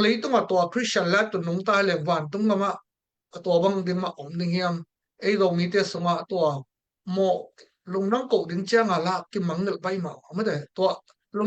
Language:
Tedim Chin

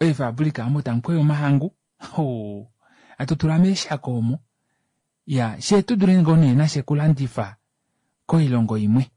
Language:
Kuanyama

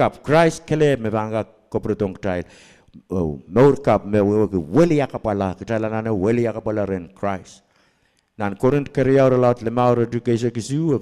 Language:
Pohnpeian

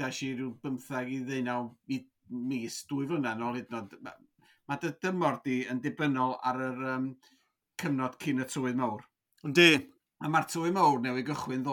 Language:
Welsh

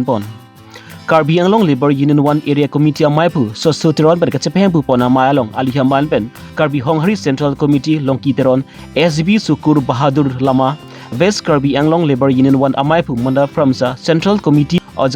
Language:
Karbi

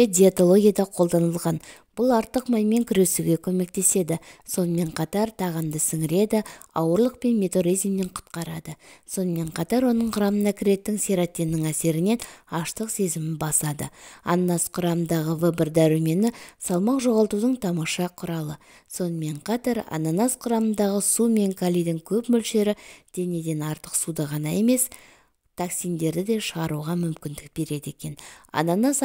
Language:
Kazakh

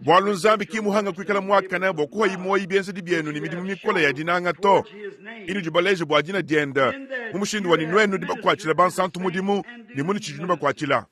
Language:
Luba-Lulua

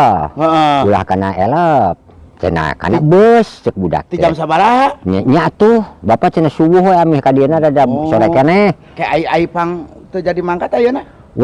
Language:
Sundanese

